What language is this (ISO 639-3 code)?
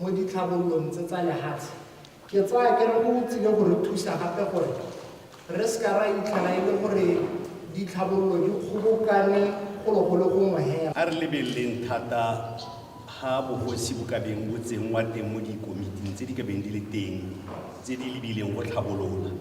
tsn